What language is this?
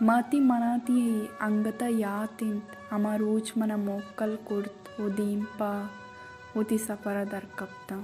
Baluchi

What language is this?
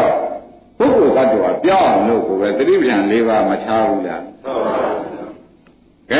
Burmese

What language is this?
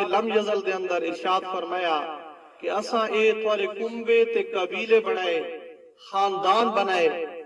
Saraiki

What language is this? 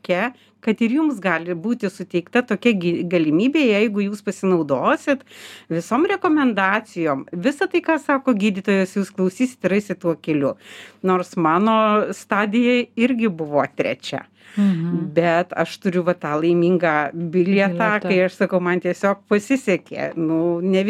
Lithuanian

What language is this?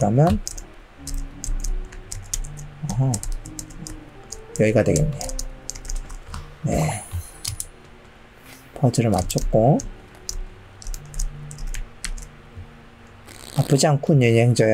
Korean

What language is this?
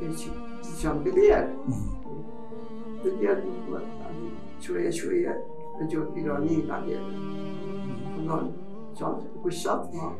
Mesopotamian Arabic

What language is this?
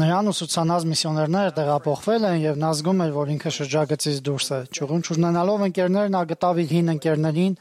Armenian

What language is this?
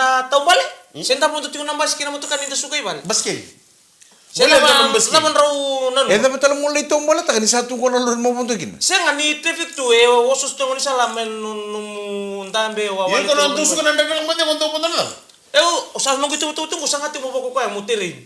Fijian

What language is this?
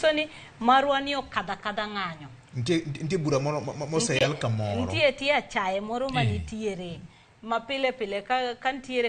Luo (Kenya and Tanzania)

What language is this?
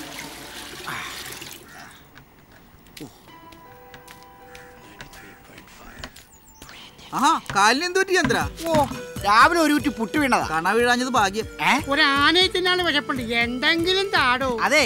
Malayalam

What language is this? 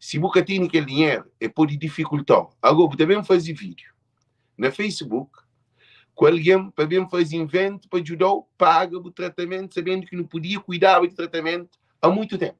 Kabuverdianu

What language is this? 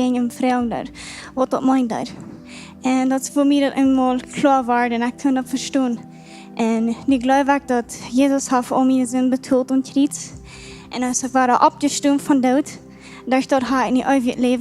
Plautdietsch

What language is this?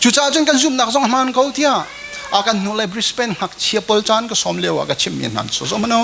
Hakha Chin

